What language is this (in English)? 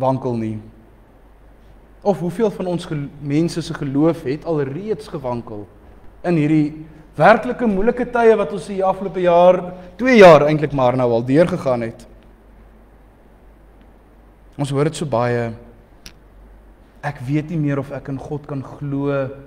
Afrikaans